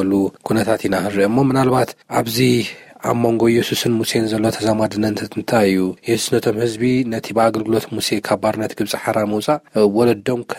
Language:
Tigrinya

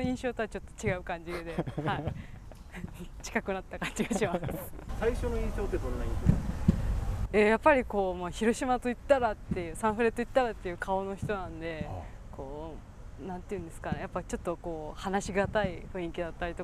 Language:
Japanese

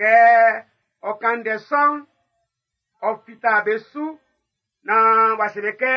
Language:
Baoulé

